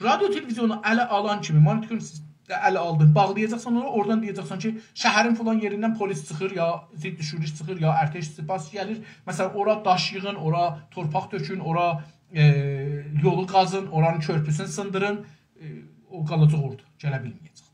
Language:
South Azerbaijani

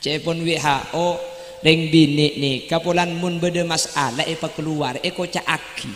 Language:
Madurese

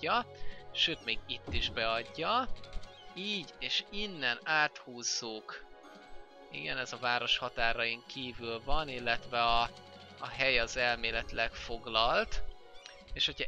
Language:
Hungarian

